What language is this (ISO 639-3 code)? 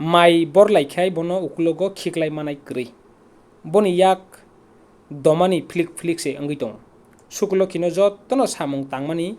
trp